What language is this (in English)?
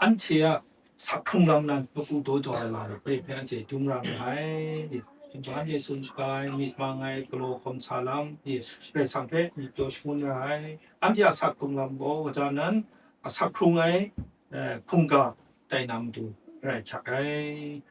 Kachin